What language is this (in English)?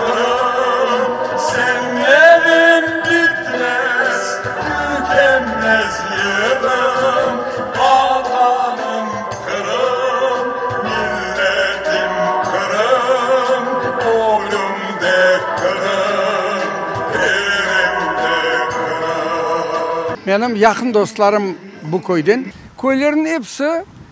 Crimean Tatar